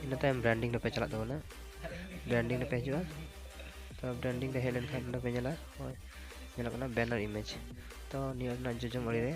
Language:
Santali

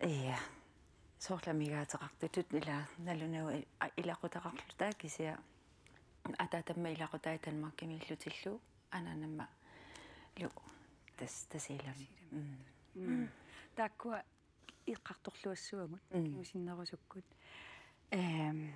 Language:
Kalaallisut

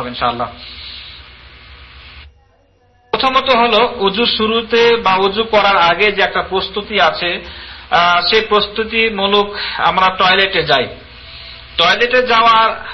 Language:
Bangla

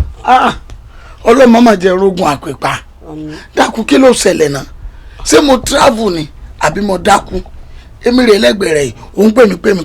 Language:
Yoruba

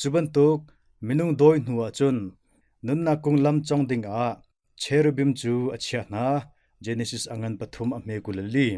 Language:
Hakha Chin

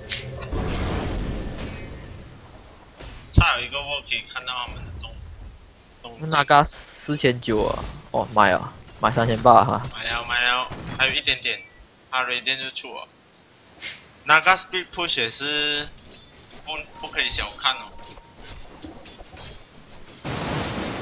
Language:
Chinese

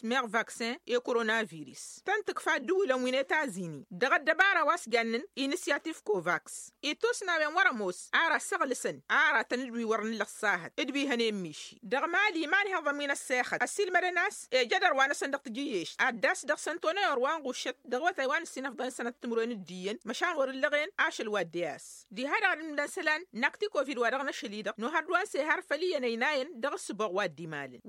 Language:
Tamasheq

